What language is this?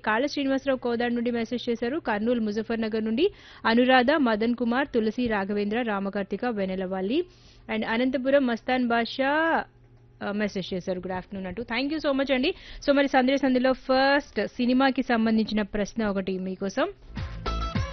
Telugu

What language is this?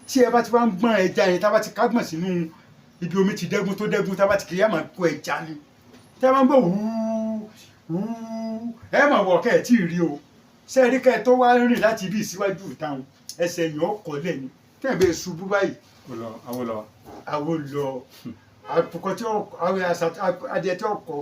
Yoruba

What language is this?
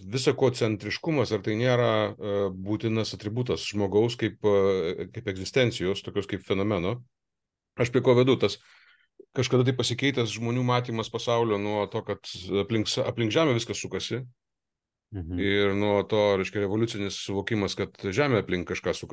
Lithuanian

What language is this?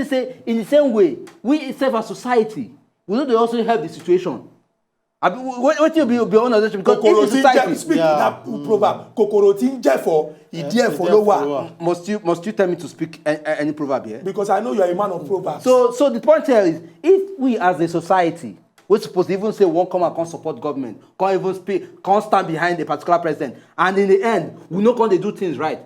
Nigerian Pidgin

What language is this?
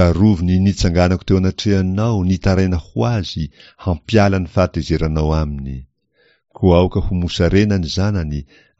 Malagasy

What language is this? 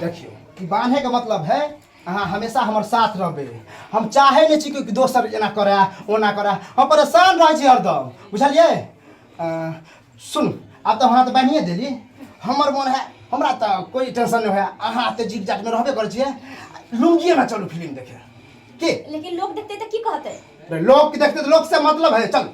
Maithili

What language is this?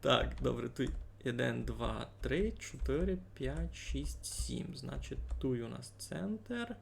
Rusyn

